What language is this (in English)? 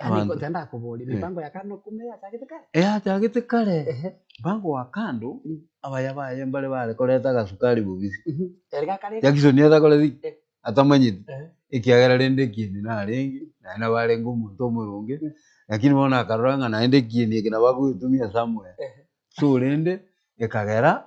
Gusii